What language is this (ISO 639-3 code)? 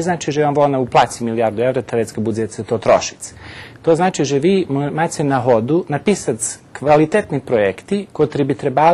rue